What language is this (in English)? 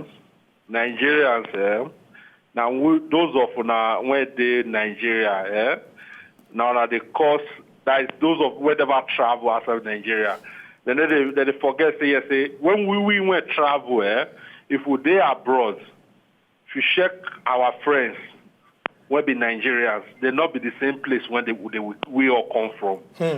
Nigerian Pidgin